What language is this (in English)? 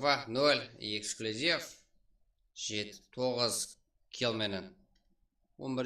Kara-Kalpak